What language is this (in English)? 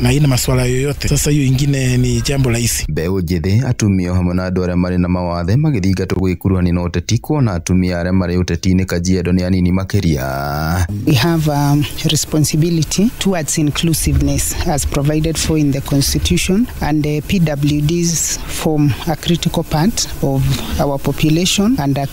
Kikuyu